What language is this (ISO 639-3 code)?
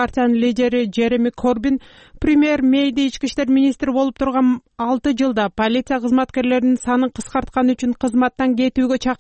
kir